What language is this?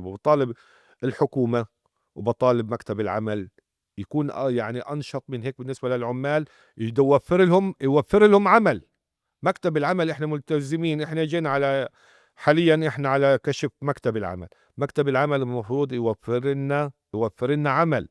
North Levantine Arabic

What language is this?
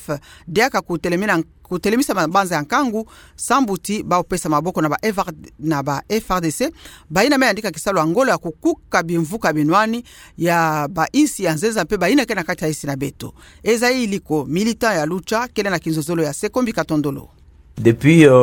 Kituba (Democratic Republic of Congo)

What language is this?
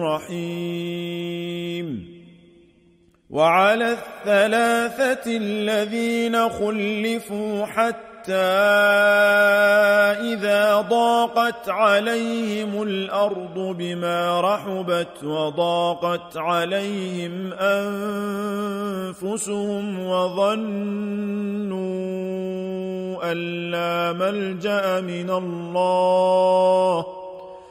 Arabic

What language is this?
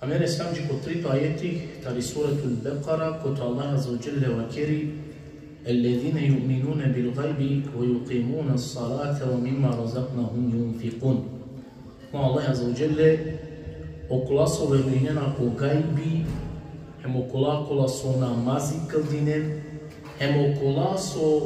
Balkan Romani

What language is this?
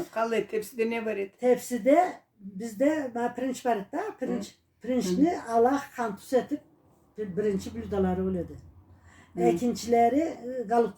Karachay-Balkar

